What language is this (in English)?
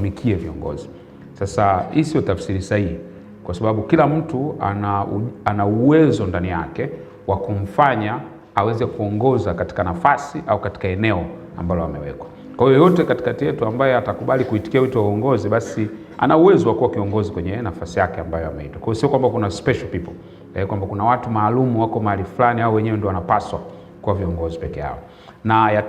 Swahili